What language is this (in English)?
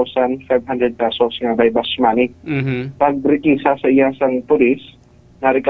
Hiligaynon